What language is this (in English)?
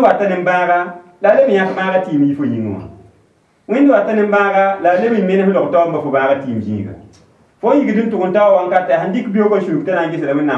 Mossi